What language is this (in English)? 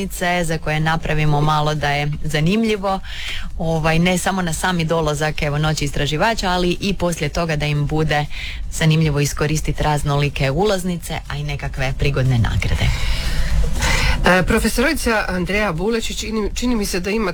Croatian